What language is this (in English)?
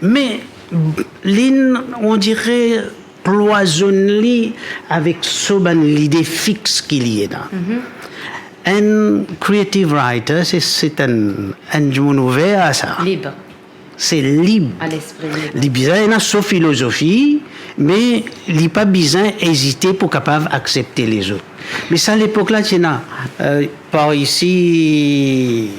Morisyen